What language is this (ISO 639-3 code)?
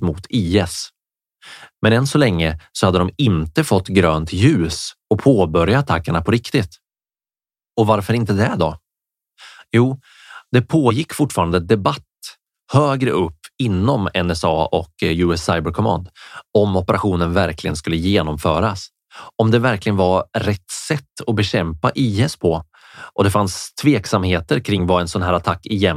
swe